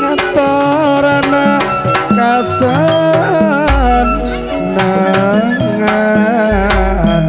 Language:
Madurese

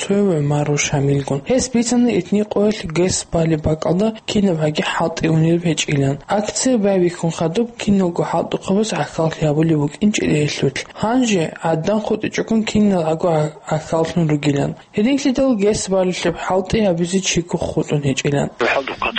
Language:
Avaric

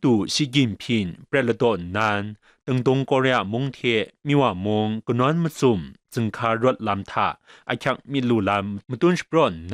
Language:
Kachin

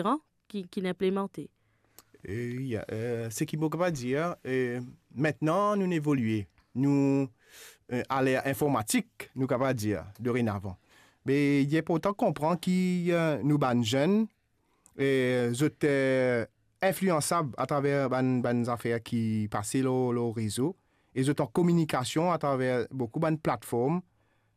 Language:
Morisyen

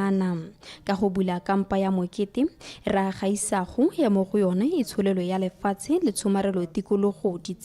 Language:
Tswana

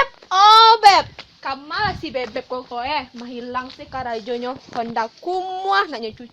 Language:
Minangkabau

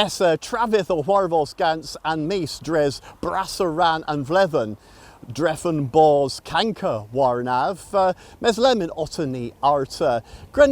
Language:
Cornish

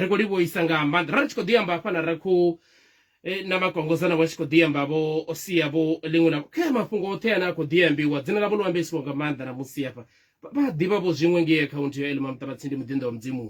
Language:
Venda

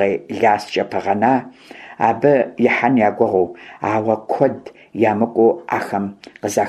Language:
Kabardian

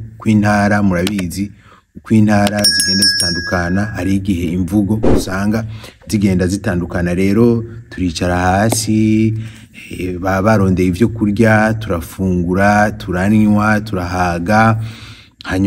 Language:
Rundi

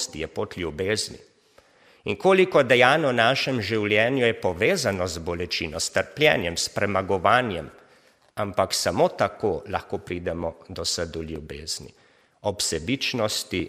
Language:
Slovenian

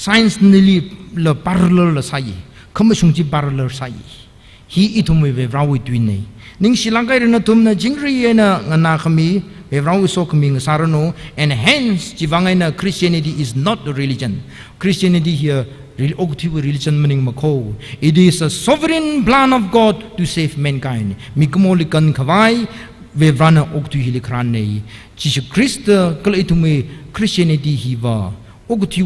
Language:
Tangkhul Naga (India)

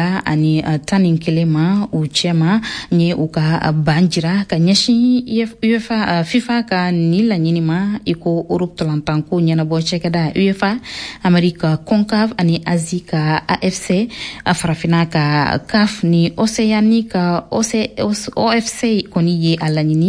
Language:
Bambara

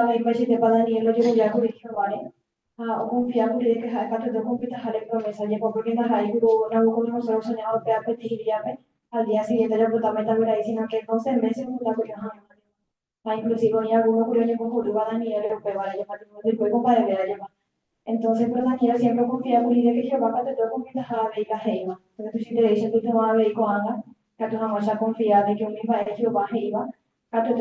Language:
Guarani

